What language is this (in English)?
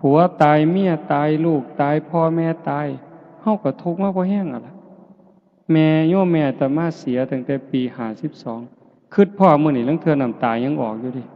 Northeastern Thai